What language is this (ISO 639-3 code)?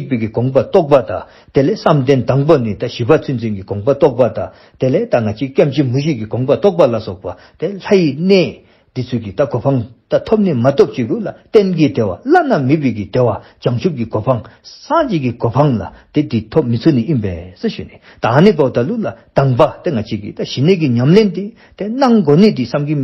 dzo